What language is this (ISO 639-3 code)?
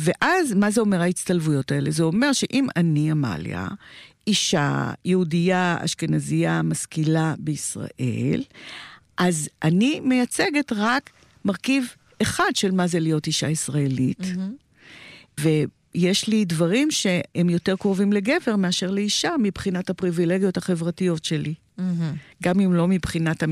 heb